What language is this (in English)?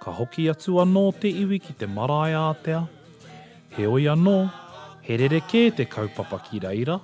Māori